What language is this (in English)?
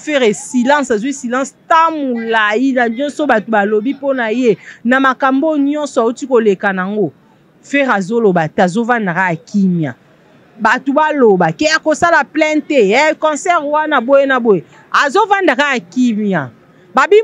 Lingala